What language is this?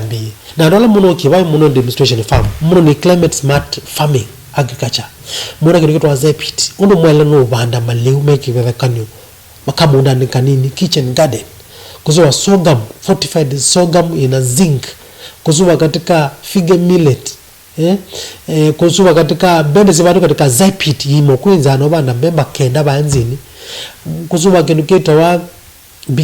Kamba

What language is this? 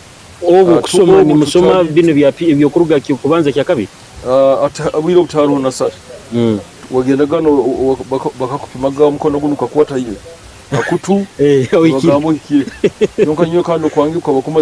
Nyoro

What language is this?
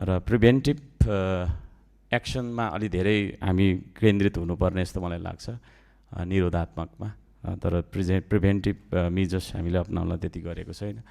Nepali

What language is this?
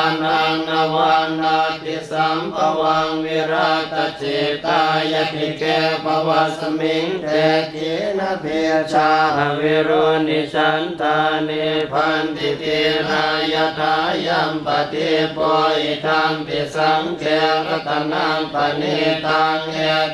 Pali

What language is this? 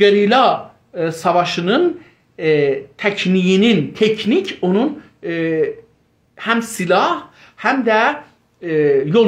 South Azerbaijani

